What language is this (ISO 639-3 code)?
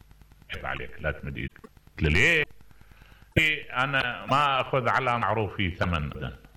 acm